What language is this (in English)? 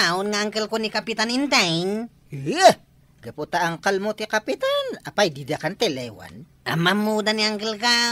Iloko